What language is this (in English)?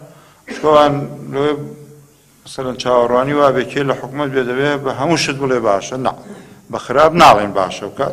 Central Kurdish